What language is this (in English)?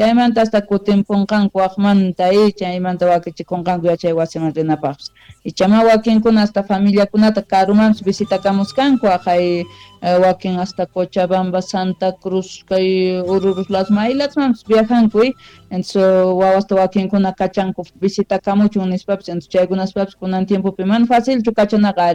Quechua